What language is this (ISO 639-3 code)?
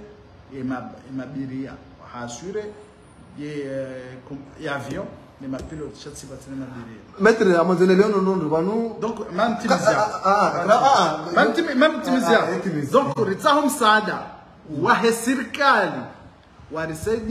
swa